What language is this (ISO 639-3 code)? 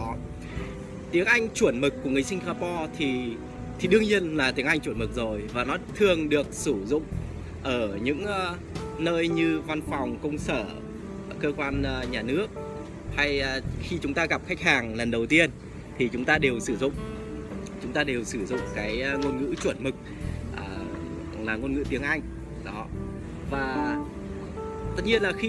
vie